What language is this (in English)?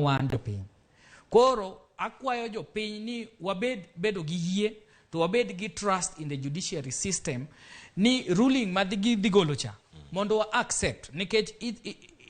Luo (Kenya and Tanzania)